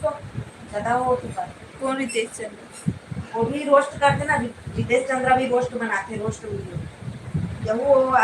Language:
Chhattisgarhi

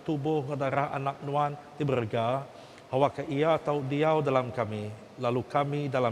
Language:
Iban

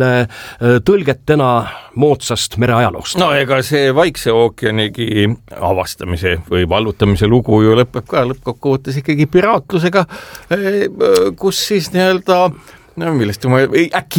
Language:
Estonian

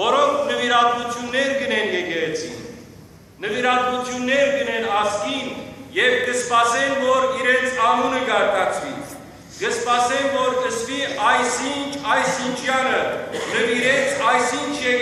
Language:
Western Armenian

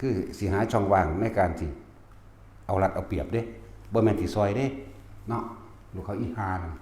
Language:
Northeastern Thai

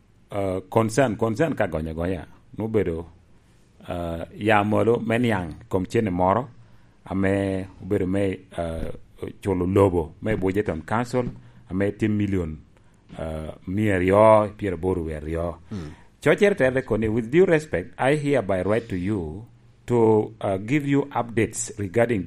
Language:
Lango (Uganda)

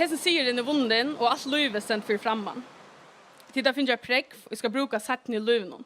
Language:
Faroese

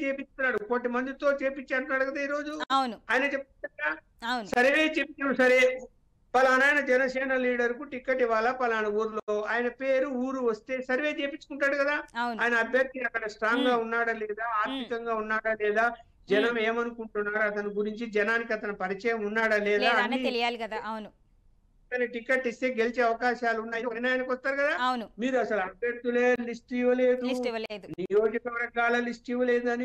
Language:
Telugu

